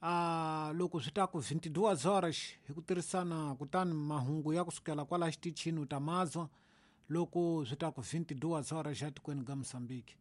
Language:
Tsonga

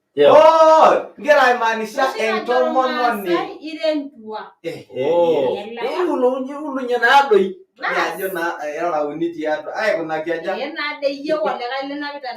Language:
Masai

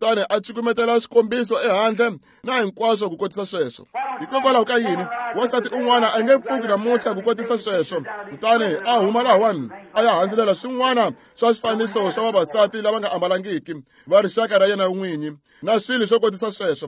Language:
Tsonga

